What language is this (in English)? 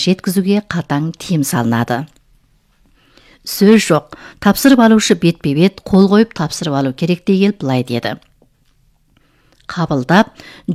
Kazakh